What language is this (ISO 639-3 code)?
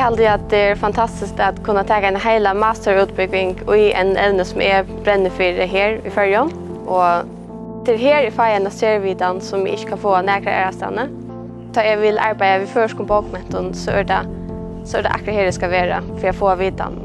fao